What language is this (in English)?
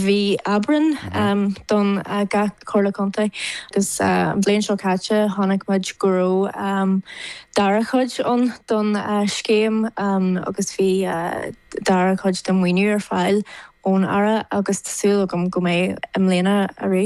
Irish